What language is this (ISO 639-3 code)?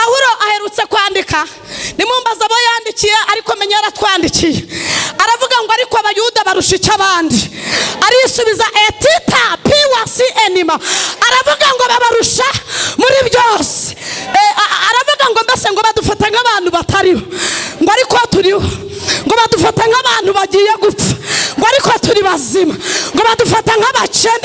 kin